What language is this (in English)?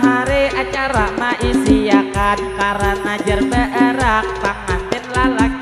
Banjar